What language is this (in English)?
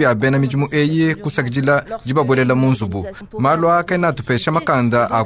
Luba-Lulua